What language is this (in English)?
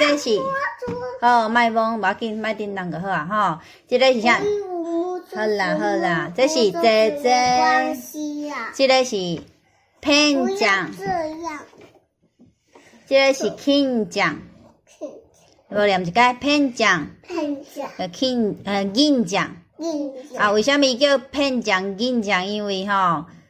Min Nan Chinese